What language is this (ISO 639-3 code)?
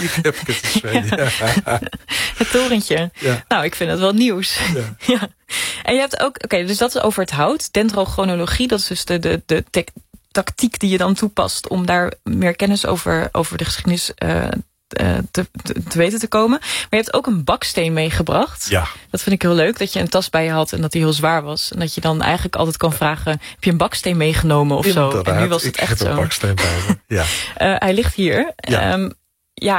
nld